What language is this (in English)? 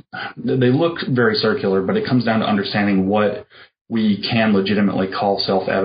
English